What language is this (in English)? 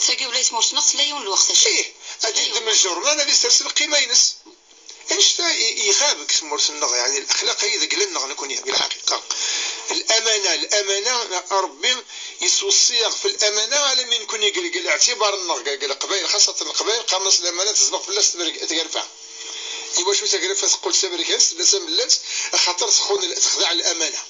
Kabyle